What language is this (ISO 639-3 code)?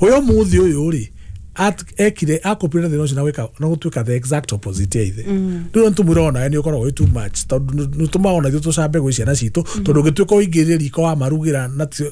kik